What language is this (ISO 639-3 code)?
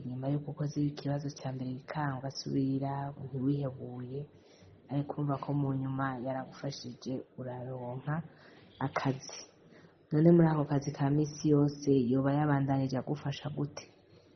run